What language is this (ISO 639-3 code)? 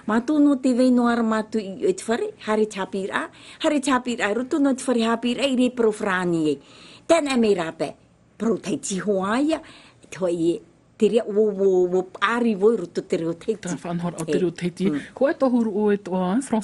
tah